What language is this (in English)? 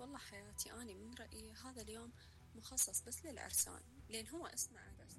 Mesopotamian Arabic